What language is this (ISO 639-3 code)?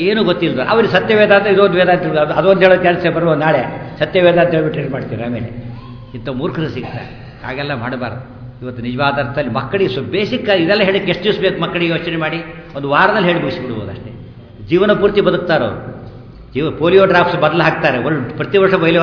kan